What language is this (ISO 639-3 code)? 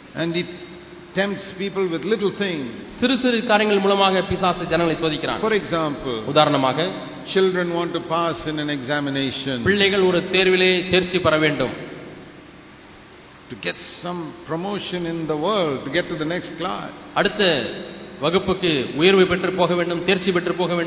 tam